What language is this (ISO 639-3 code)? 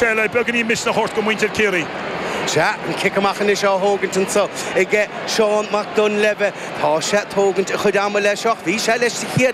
gle